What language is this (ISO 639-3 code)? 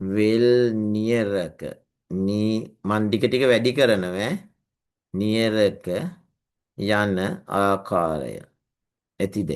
sin